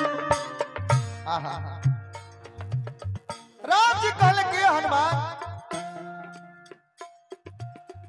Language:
Bhojpuri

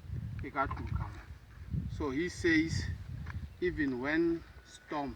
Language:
Southern Sotho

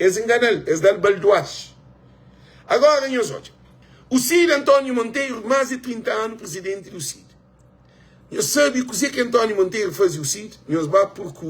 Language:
Kabuverdianu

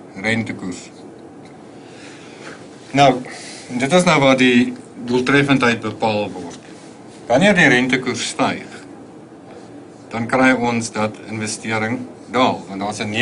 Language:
Afrikaans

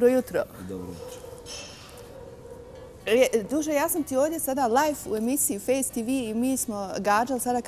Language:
Bosnian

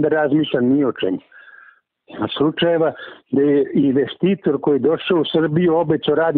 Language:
Serbian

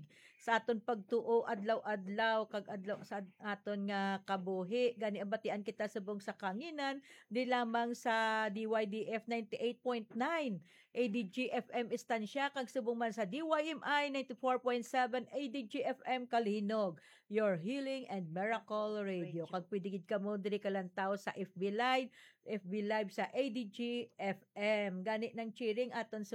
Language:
Hiligaynon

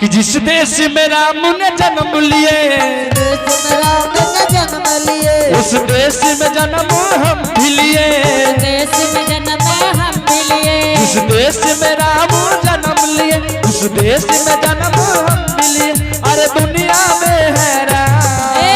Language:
Angika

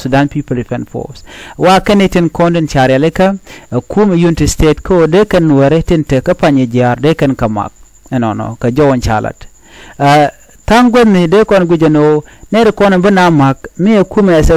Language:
Nuer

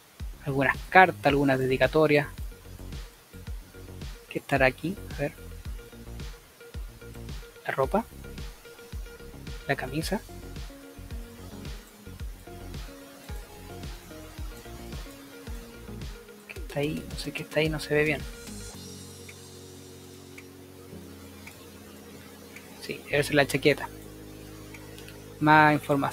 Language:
Spanish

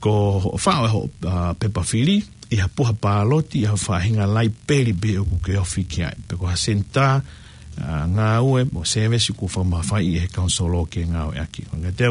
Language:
Tongan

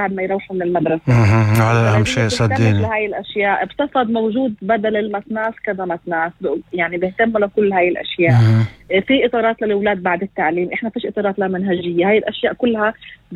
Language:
North Levantine Arabic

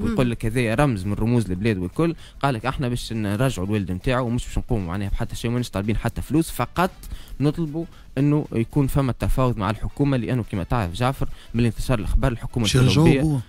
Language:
Tunisian Arabic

